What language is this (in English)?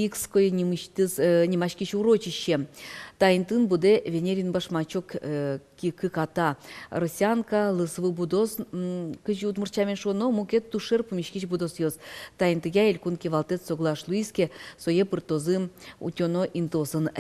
Udmurt